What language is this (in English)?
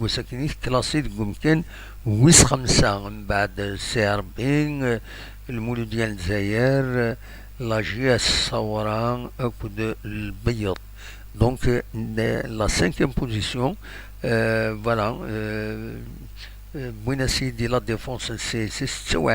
Kabyle